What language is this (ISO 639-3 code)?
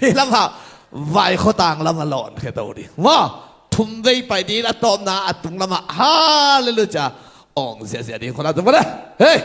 ctd